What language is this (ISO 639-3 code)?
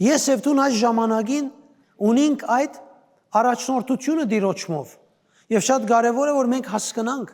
hyw